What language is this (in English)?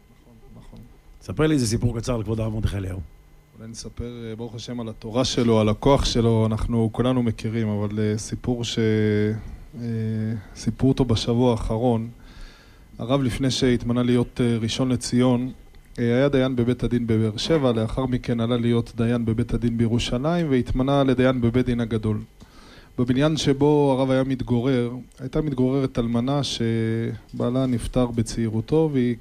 Hebrew